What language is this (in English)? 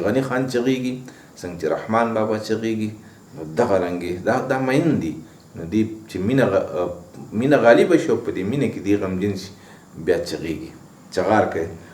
Pashto